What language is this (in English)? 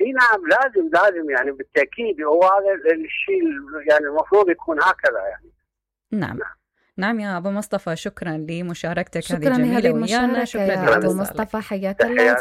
Mesopotamian Arabic